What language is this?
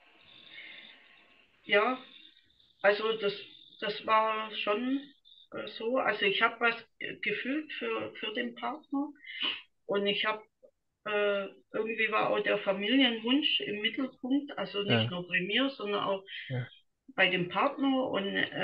German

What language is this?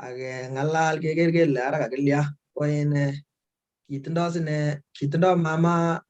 Kalenjin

